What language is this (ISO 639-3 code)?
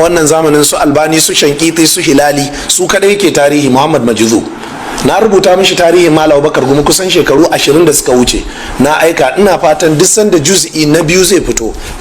hau